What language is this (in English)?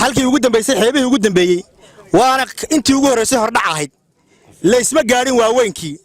Somali